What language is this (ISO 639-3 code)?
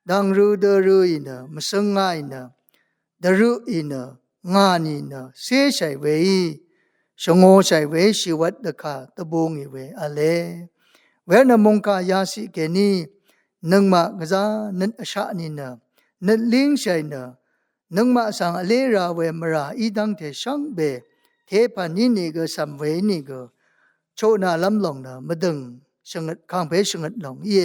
raw